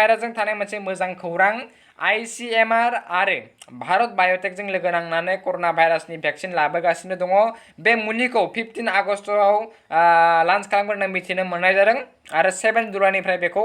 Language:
Bodo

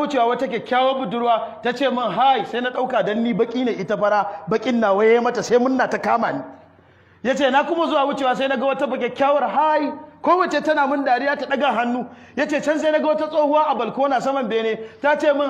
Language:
Hausa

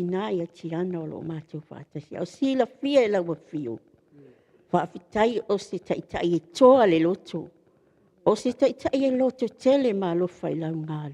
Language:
Samoan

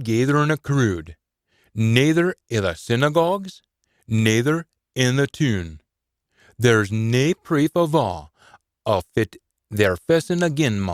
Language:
Scots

